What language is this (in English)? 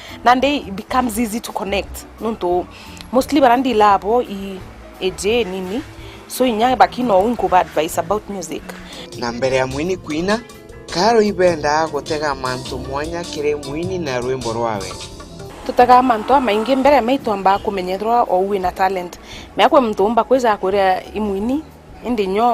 Meru